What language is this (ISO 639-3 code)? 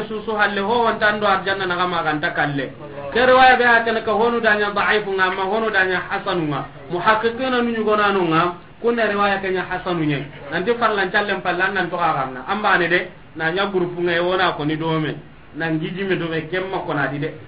snk